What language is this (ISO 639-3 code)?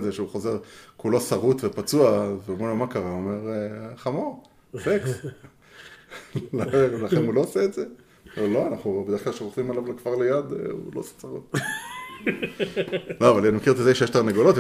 heb